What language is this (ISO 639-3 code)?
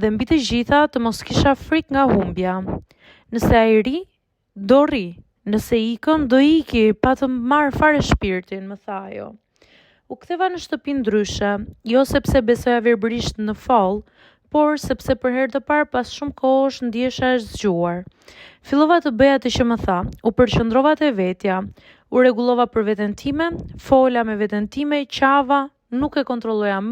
sqi